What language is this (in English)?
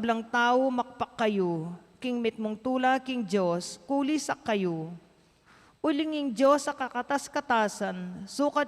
Pampanga